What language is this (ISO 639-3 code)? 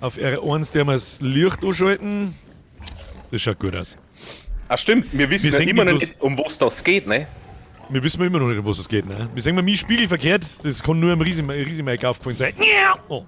bar